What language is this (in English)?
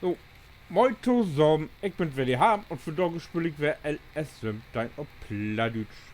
Low German